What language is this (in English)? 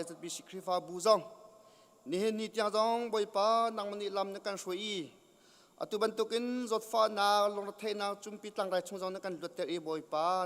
Hakha Chin